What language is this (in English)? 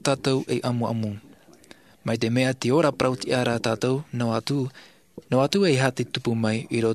Tahitian